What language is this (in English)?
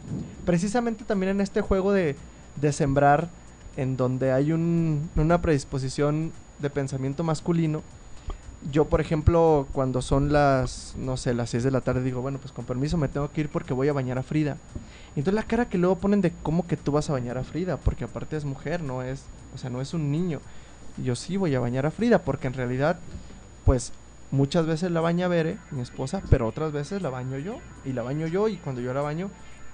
Spanish